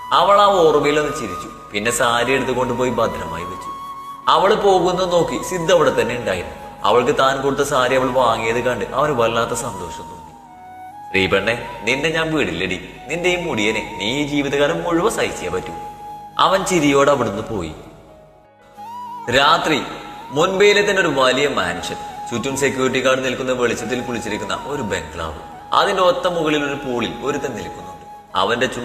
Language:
Malayalam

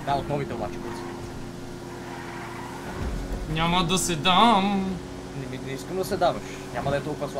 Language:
Bulgarian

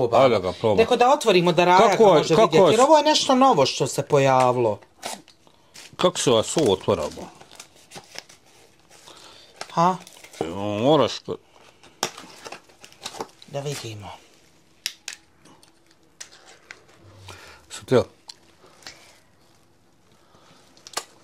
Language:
Bosnian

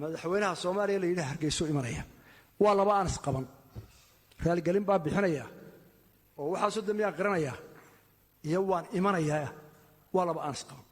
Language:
Somali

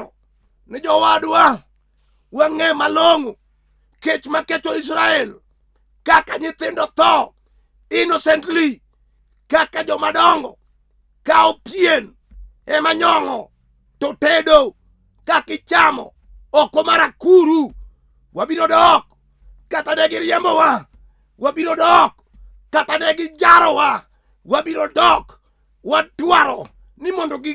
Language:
Luo (Kenya and Tanzania)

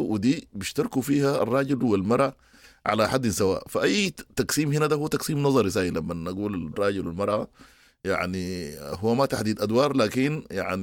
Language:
Sudanese Arabic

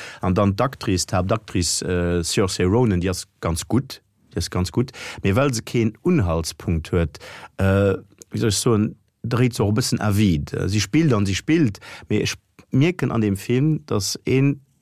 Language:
Luxembourgish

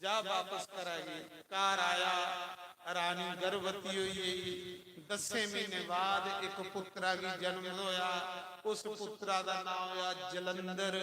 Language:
Dogri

